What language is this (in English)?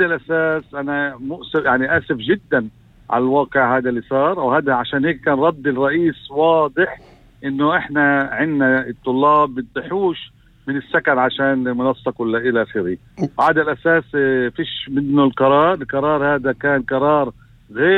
North Levantine Arabic